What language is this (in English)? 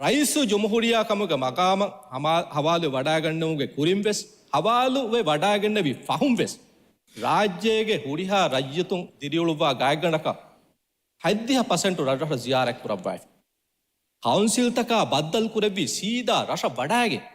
Divehi